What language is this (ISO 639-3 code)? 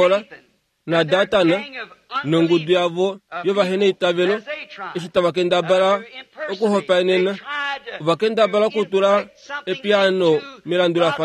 kua